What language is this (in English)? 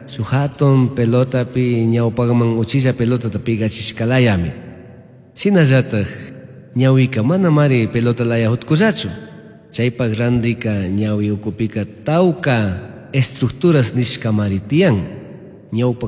Chimborazo Highland Quichua